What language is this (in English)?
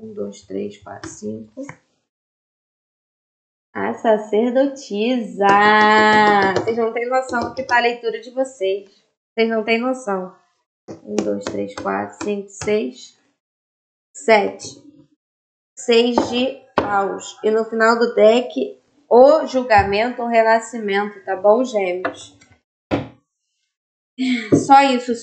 Portuguese